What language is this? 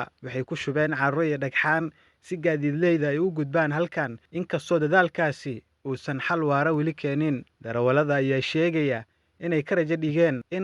Somali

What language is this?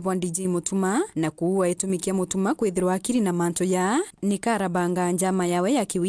Meru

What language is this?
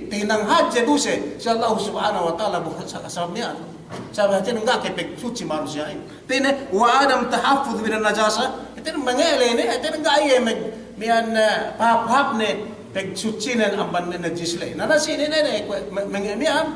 Yakan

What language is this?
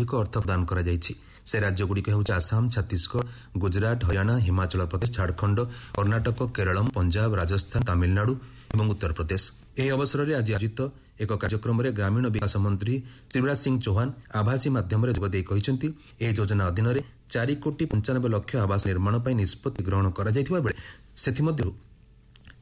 Odia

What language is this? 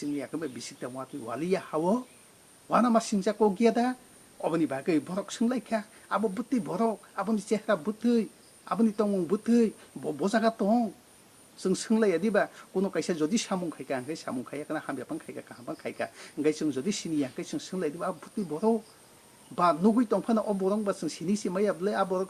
Kok Borok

